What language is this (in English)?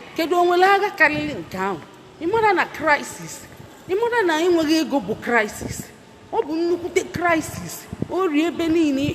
Igbo